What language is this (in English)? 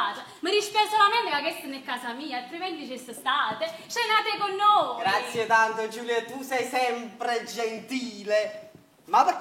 Neapolitan